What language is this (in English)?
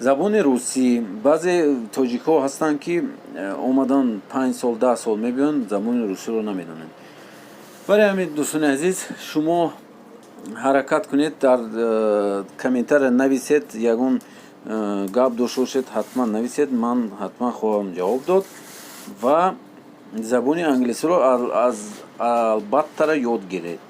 Tajik